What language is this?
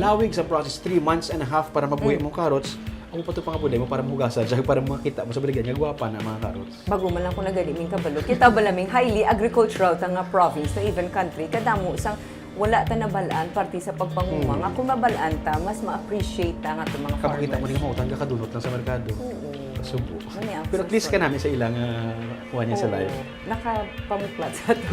Hiligaynon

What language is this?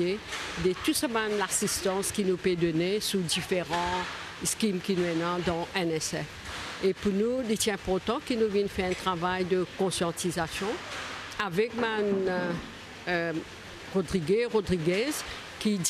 Morisyen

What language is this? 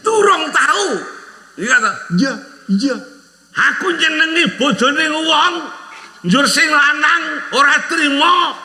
Javanese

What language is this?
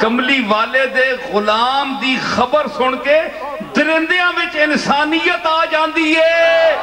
Western Panjabi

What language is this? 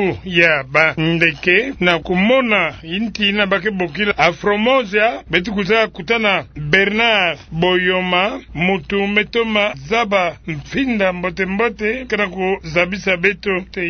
Kituba (Democratic Republic of Congo)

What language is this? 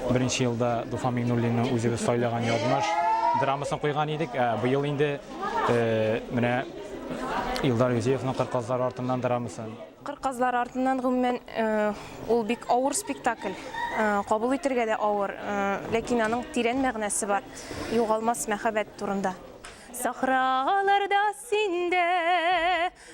Tatar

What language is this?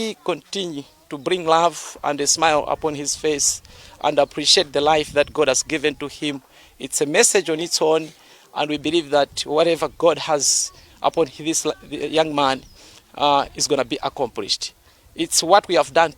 English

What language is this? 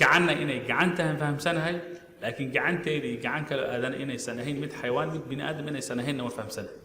Somali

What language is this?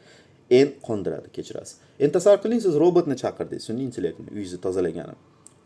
Uzbek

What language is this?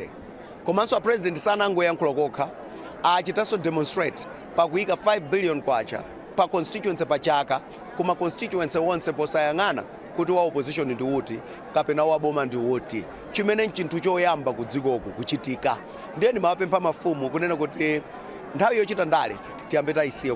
Nyanja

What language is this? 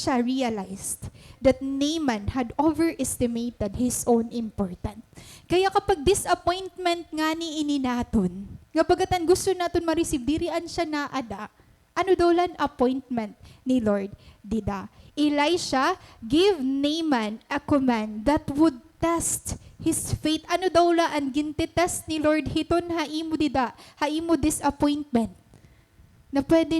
Waray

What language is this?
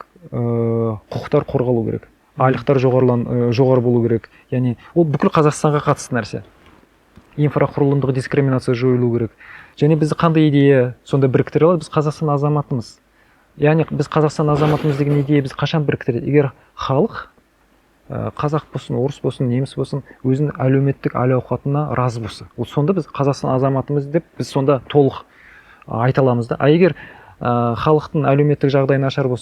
Kazakh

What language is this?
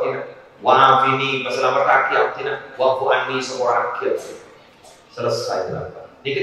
Madurese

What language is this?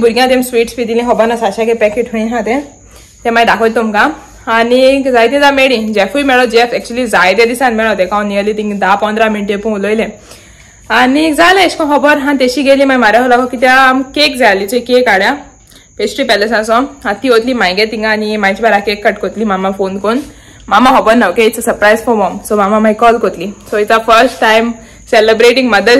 Konkani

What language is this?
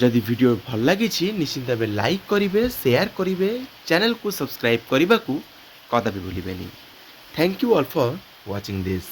Odia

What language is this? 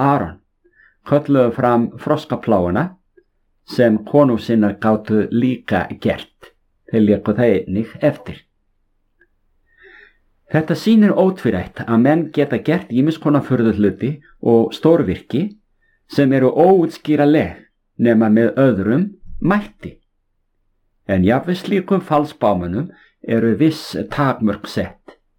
Icelandic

